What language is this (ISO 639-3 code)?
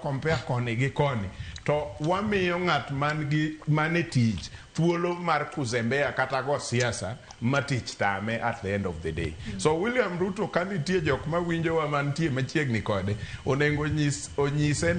luo